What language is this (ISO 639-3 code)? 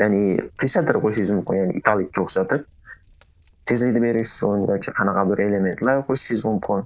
uzb